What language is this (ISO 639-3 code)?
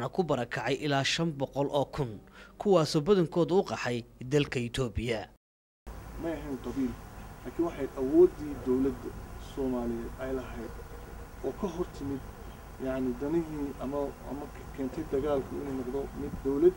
som